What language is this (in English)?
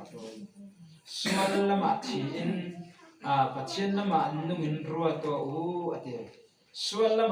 Falam Chin